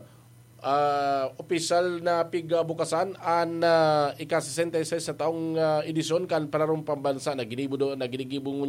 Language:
Bikol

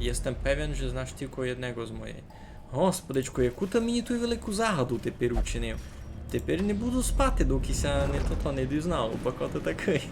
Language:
Rusyn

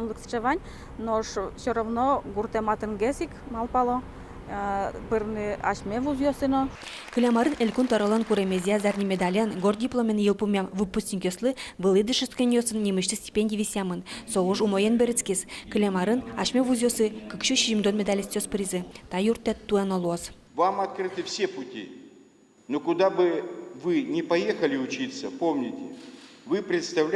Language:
Udmurt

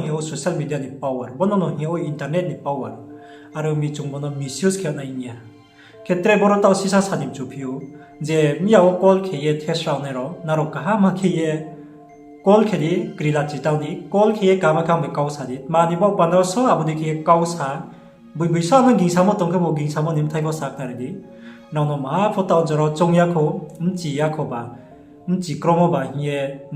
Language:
Riang (India)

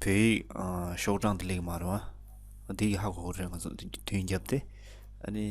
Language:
Tibetan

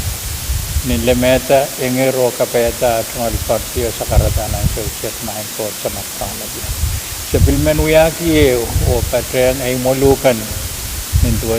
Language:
Pohnpeian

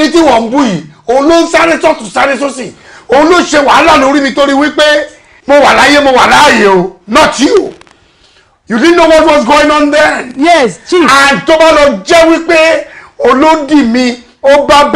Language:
Yoruba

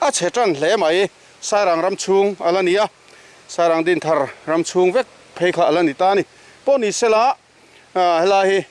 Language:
Mizo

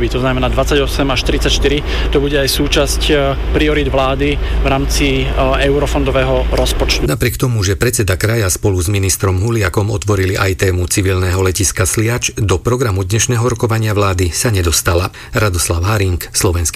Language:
Slovak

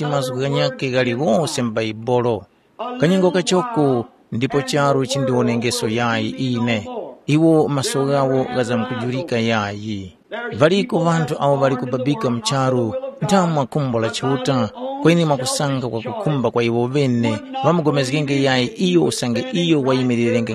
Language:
Tumbuka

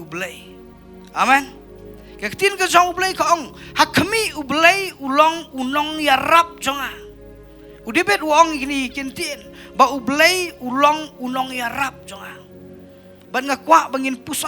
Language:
Khasi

